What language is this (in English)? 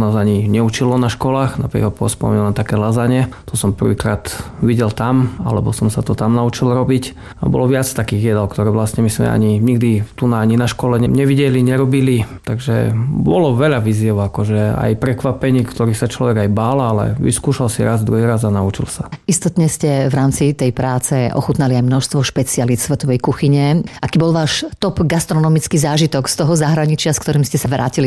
Slovak